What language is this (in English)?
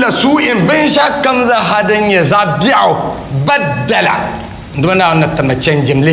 Dagbani